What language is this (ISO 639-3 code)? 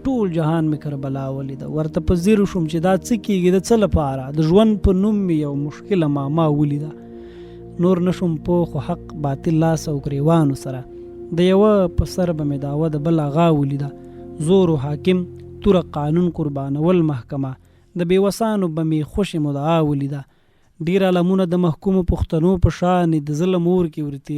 pus